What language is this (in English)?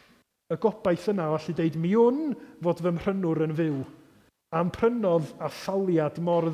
Welsh